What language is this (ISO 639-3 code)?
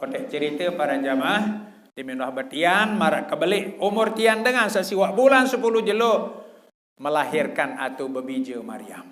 sas